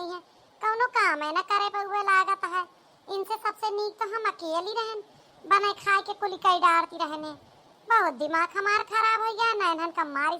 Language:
Awadhi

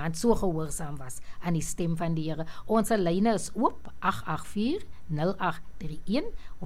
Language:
Afrikaans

